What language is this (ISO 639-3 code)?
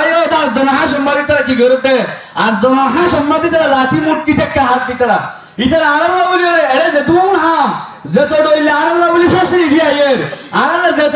rhg